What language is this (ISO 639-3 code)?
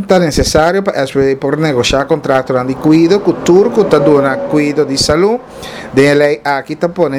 pap